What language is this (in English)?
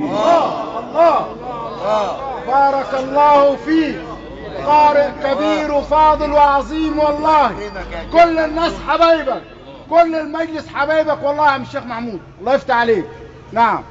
Egyptian Arabic